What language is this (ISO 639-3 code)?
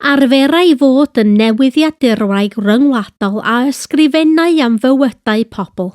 cym